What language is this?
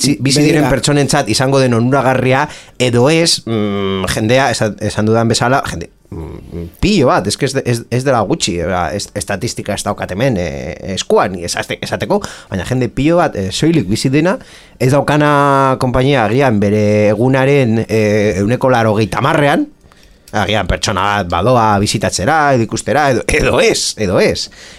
Basque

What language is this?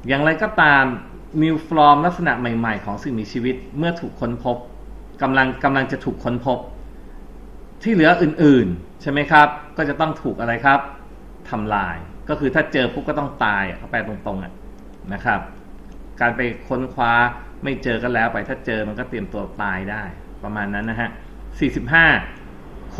Thai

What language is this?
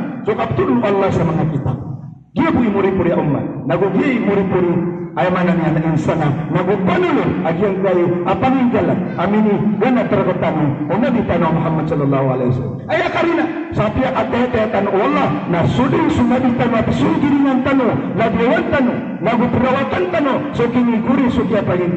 Maranao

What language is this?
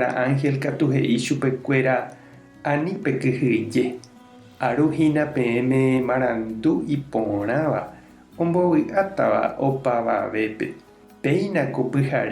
Guarani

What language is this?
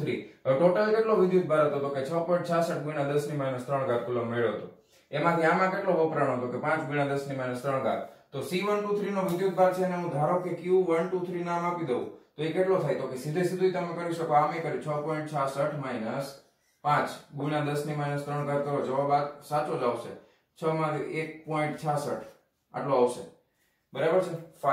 Gujarati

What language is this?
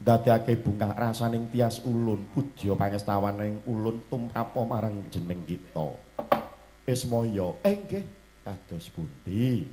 Javanese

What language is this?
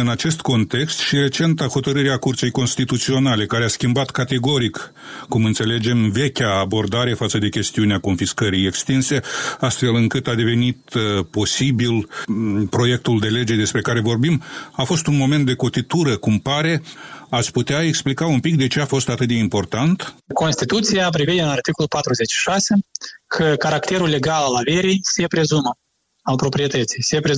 Romanian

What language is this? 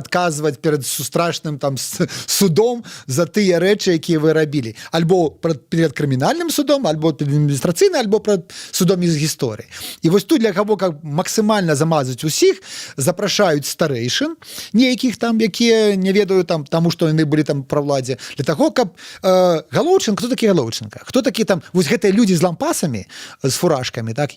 Belarusian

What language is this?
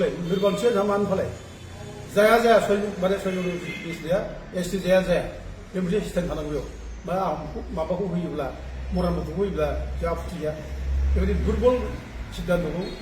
Bodo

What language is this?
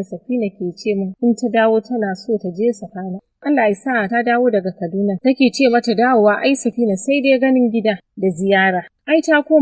Hausa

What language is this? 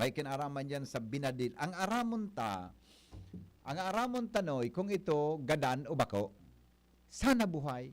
Bikol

